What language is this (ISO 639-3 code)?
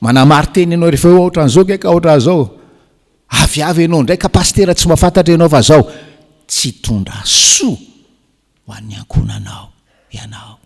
mlg